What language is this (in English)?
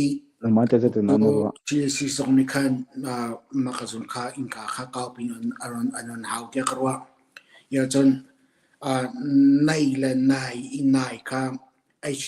Hakha Chin